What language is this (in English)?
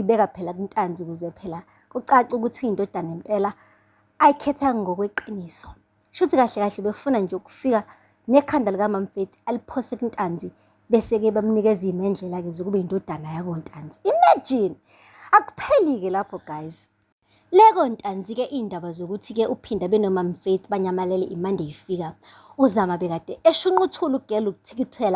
Zulu